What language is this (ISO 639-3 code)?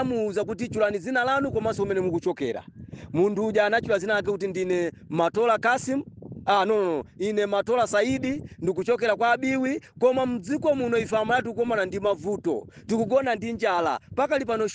nya